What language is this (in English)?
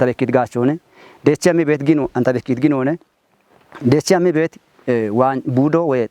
Kafa